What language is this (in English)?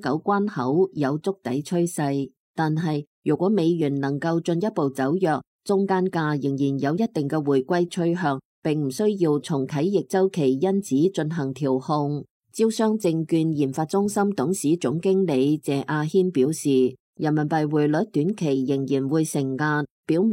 Cantonese